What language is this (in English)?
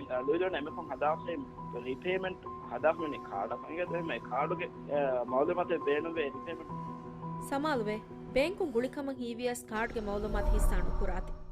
Divehi